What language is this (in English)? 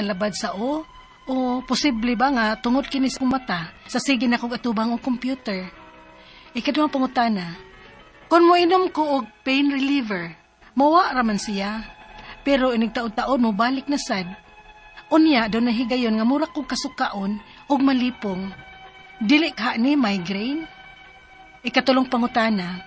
Cebuano